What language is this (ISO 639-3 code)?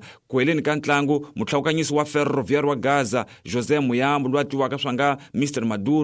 tso